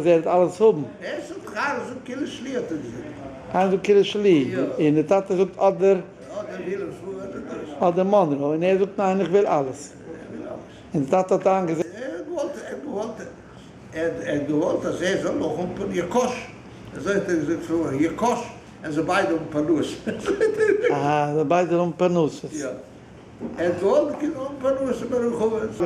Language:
Yiddish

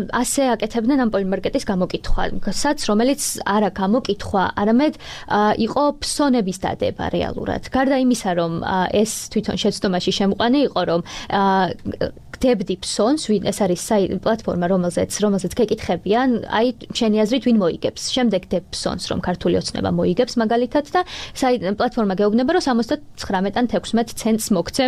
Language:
Georgian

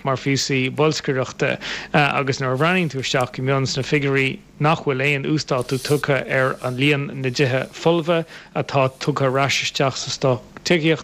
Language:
Irish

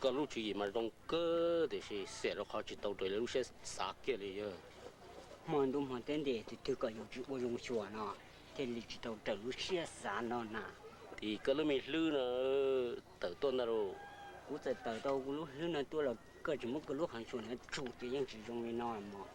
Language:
Hmong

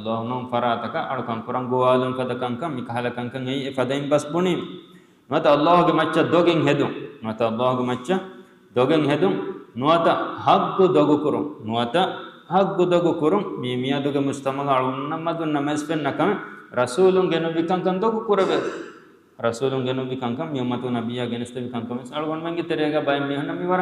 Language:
Divehi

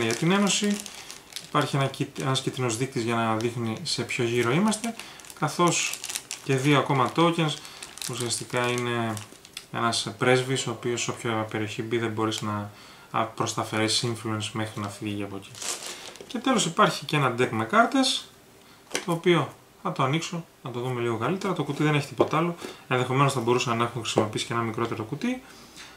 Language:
Greek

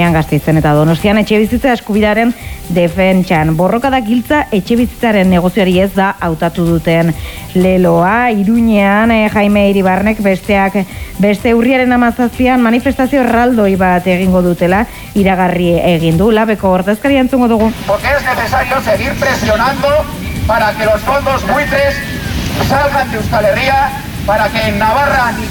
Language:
Basque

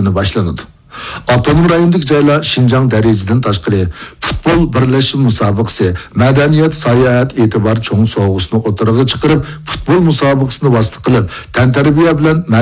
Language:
Uyghur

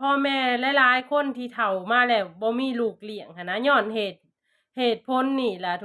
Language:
Lao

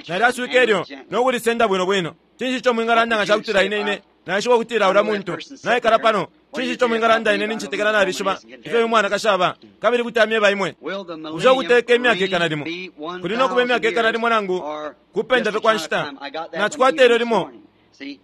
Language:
Bemba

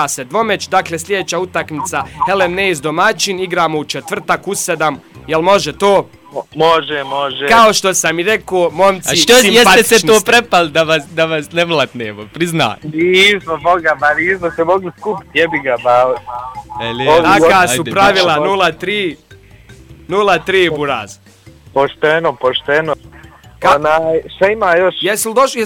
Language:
Bosnian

